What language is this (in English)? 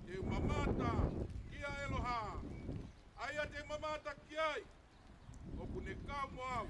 Tongan